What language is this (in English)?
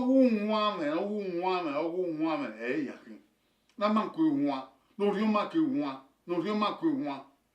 Bini